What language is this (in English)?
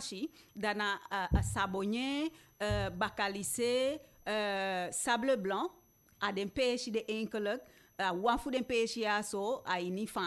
Eastern Maroon Creole